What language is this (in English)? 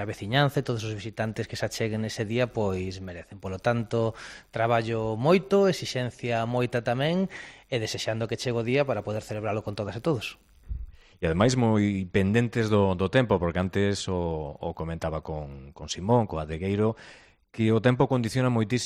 Galician